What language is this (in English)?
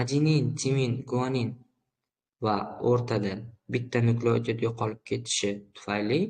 Uzbek